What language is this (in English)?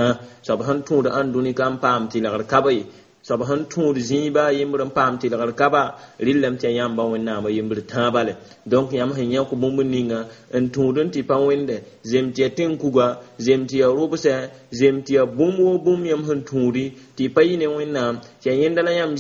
Mossi